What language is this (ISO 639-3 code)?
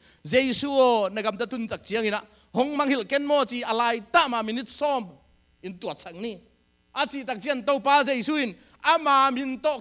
ctd